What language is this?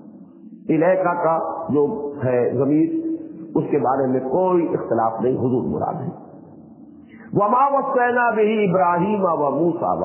Urdu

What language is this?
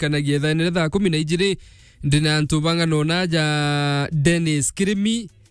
Meru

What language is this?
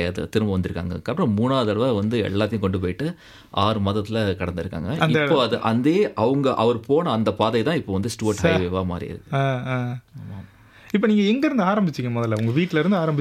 Tamil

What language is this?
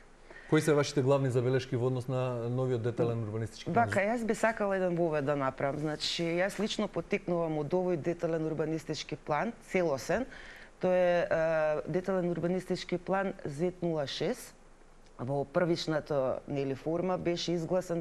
Macedonian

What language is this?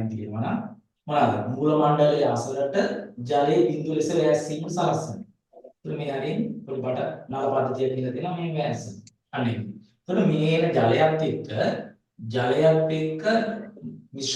Sinhala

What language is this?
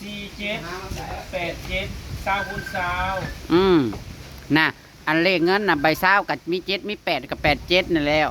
Northeastern Thai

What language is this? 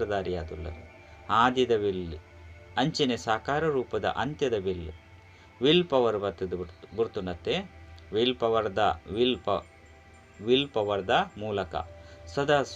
Tulu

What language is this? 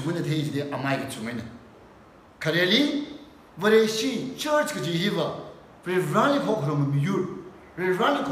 Tangkhul Naga (India)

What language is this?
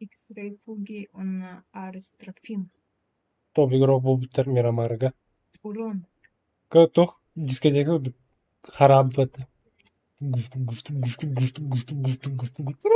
Yakut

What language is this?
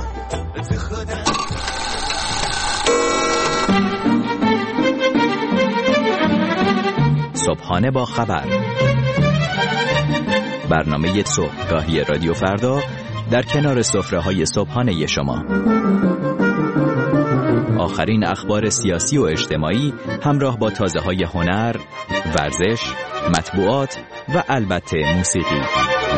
Persian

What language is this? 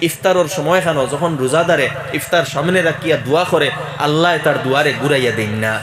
Sylheti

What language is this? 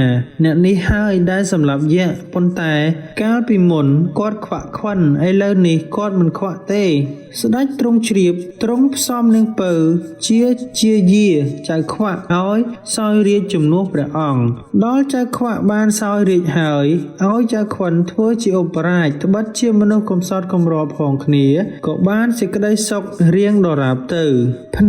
Khmer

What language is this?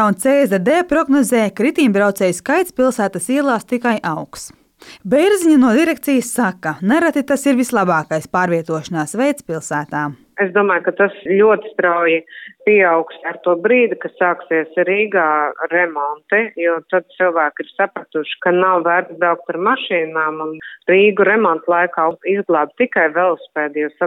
Latvian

